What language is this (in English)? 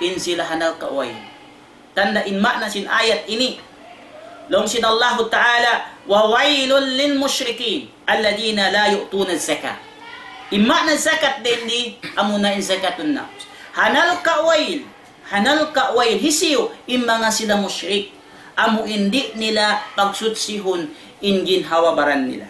Tausug